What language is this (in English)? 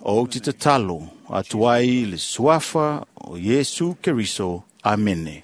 Samoan